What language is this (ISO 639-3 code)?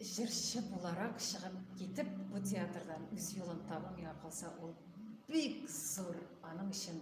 tat